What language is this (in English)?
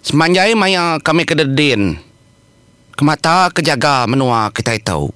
Iban